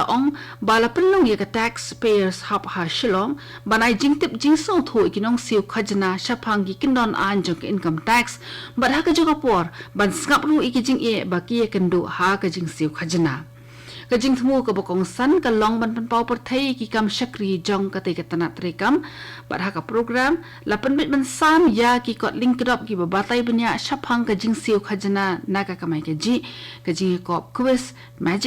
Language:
Khasi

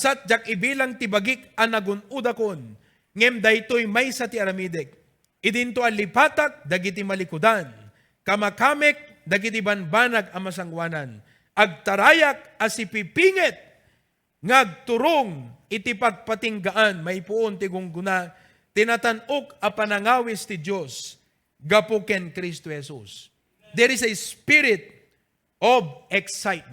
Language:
Iloko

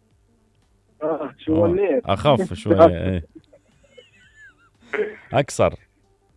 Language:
Mesopotamian Arabic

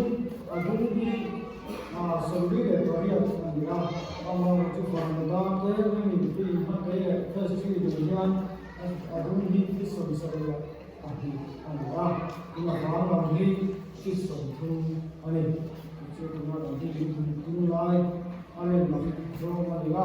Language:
Mizo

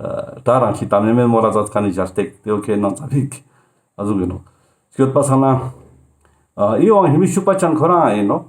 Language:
Ladakhi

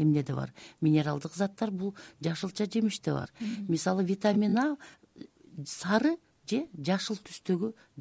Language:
Kyrgyz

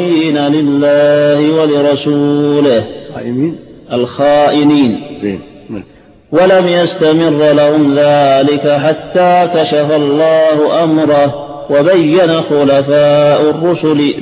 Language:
Arabic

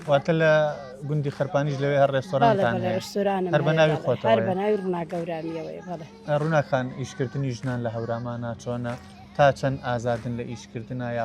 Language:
Central Kurdish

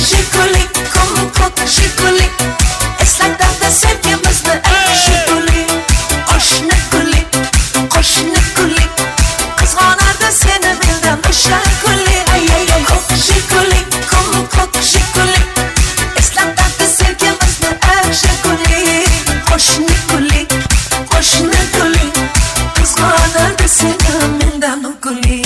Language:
Kara-Kalpak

